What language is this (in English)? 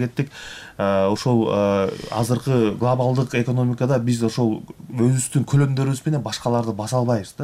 Kyrgyz